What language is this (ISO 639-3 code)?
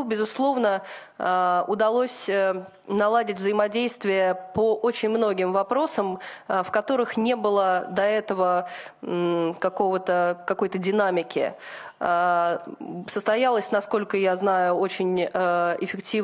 rus